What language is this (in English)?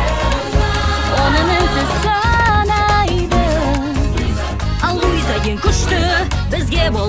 Kazakh